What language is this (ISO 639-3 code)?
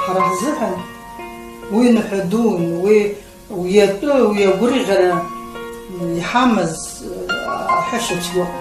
abk